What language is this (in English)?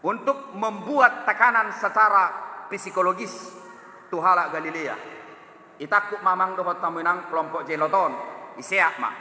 Batak Toba